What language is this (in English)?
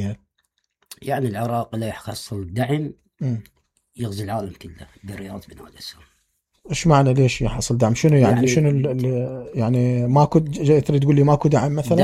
Mesopotamian Arabic